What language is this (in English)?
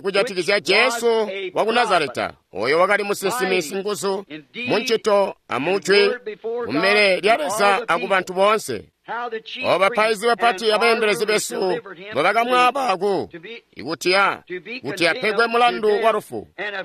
Tonga (Zambia)